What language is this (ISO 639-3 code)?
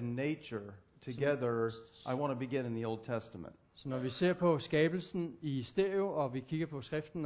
dan